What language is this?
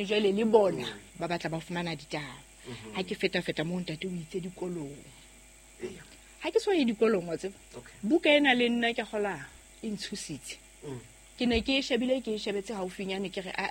Southern Sotho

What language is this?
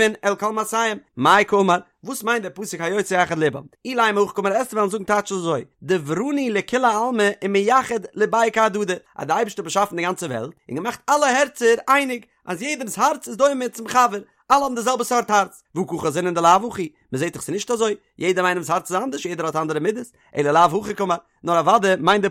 Yiddish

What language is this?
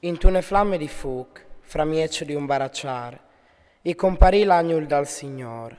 Friulian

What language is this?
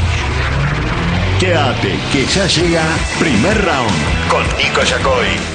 Spanish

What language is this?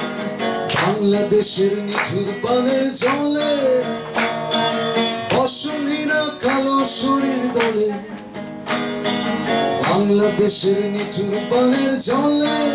Bangla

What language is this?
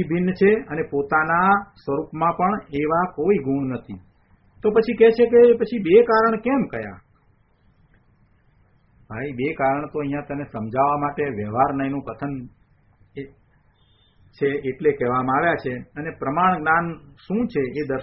Gujarati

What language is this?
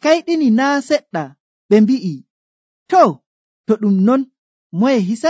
Nigerian Fulfulde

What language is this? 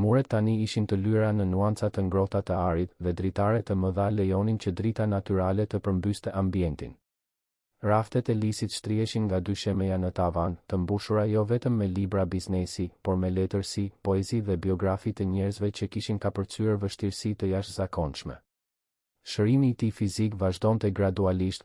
Albanian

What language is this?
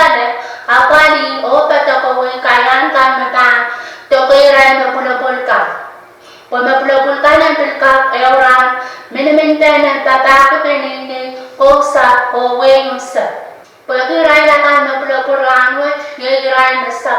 Pohnpeian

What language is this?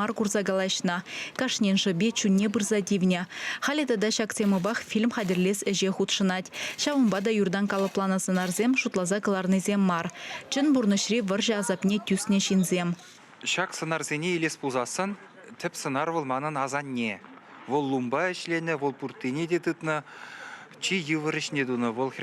Chuvash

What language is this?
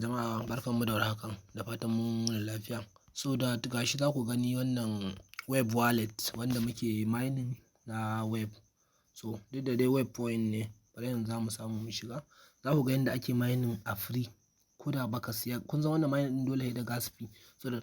Hausa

